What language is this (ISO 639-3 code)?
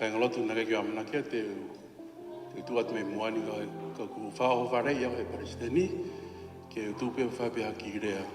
ton